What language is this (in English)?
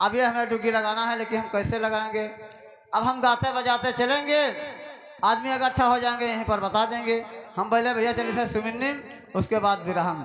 Awadhi